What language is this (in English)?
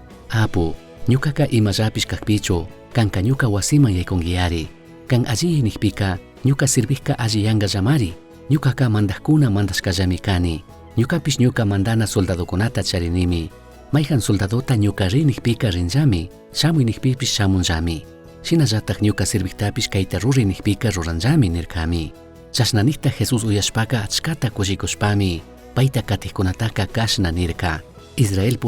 Chimborazo Highland Quichua